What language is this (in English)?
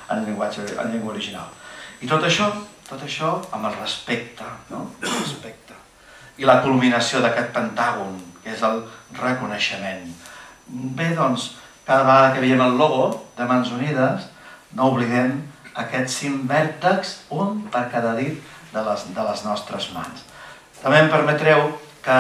Catalan